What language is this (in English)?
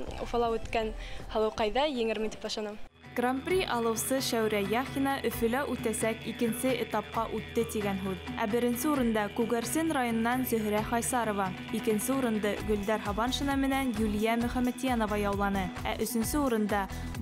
Bashkir